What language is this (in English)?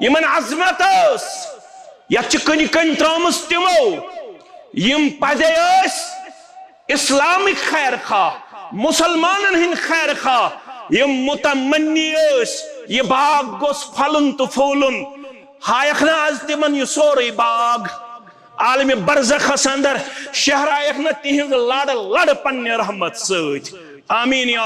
Kashmiri